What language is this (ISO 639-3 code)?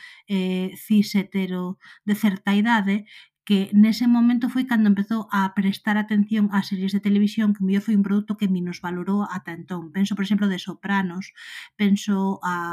glg